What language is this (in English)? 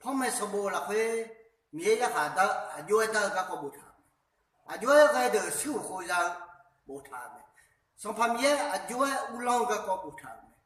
Akha